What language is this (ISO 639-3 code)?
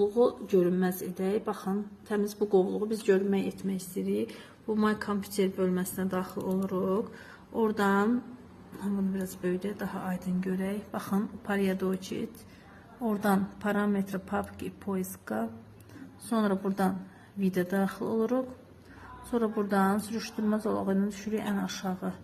aze